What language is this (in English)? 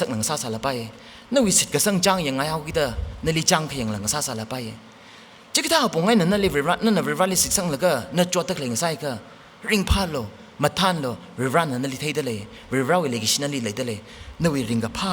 Tangkhul Naga (India)